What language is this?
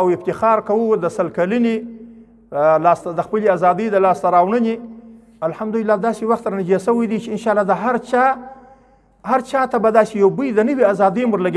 Pashto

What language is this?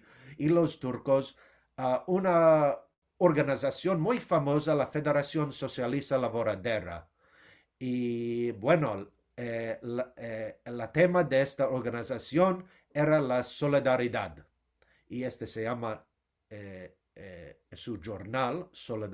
Ladino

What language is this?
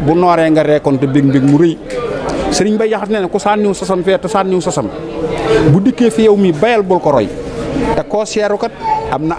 Wolof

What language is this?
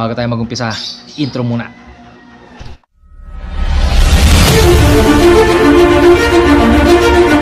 Filipino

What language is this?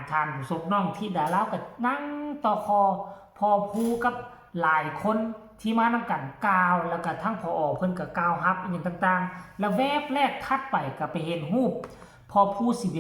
Northeastern Thai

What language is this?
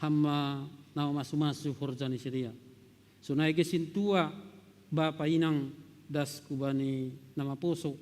Batak Simalungun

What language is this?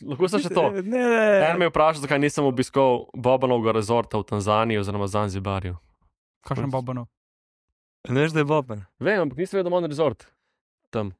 Slovenian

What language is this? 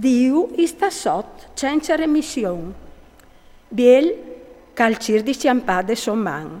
Friulian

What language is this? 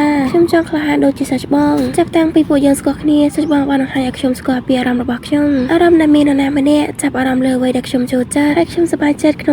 Khmer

